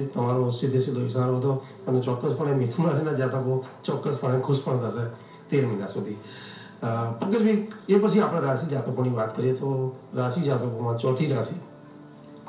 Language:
Gujarati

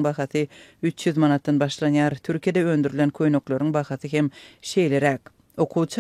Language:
Turkmen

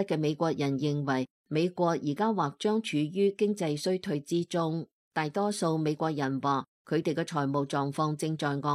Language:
Cantonese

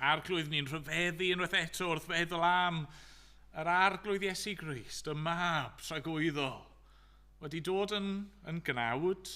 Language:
Welsh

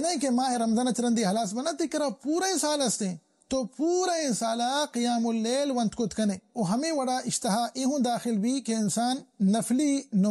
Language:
Baluchi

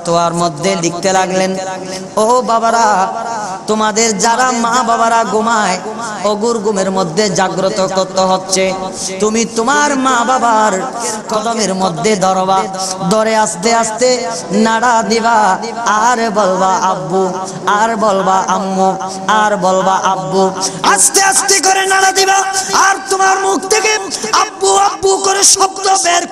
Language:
Bangla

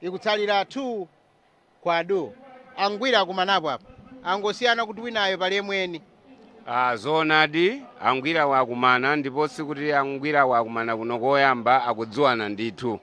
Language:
Nyanja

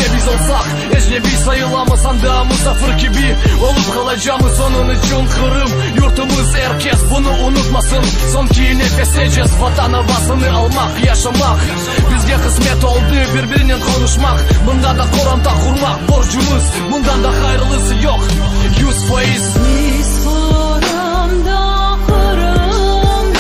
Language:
Crimean Tatar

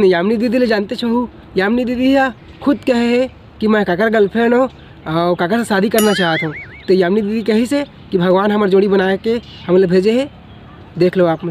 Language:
Chhattisgarhi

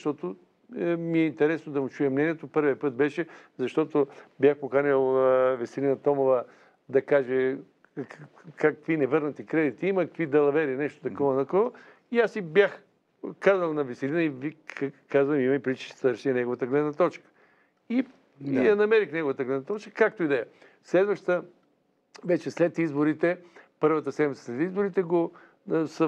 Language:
Bulgarian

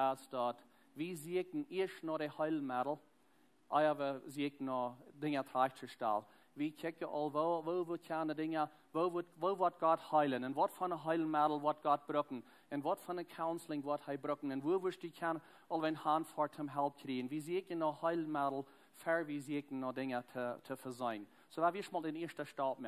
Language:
Plautdietsch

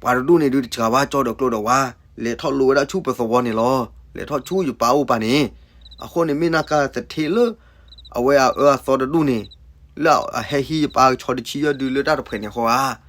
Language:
S'gaw Karen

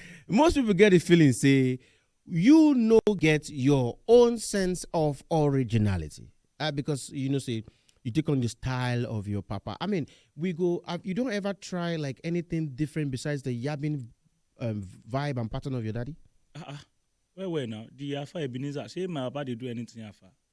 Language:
Nigerian Pidgin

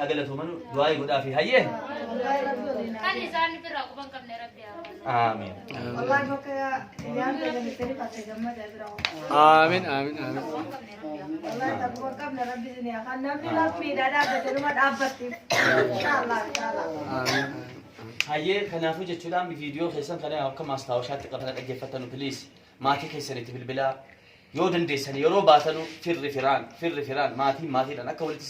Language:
Oromo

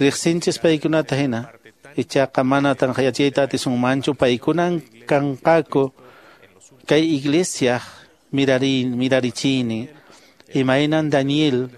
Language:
Quechua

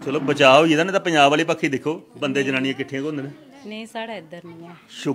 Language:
Dogri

